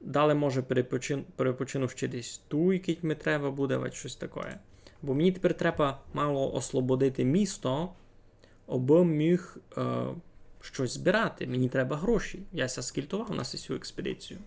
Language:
Rusyn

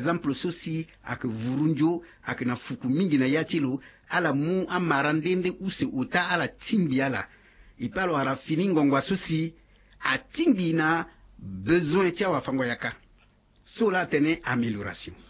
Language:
Sango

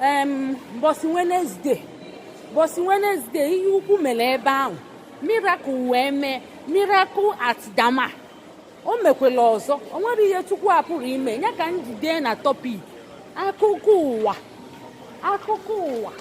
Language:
Igbo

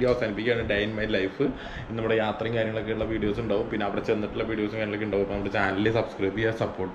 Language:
Malayalam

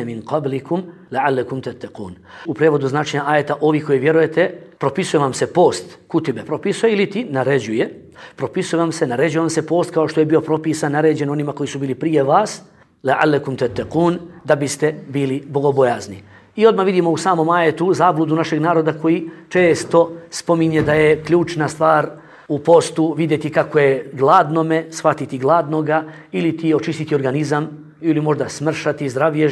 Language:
Bosnian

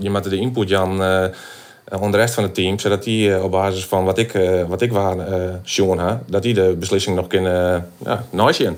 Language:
Western Frisian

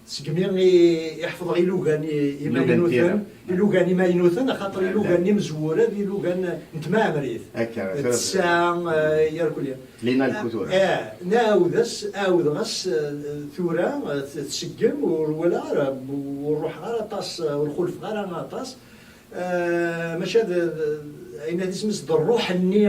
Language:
Kabyle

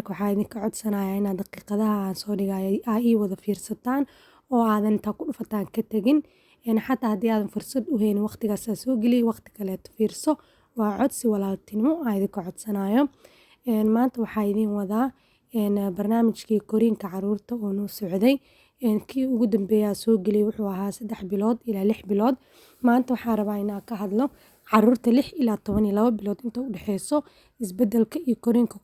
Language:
Somali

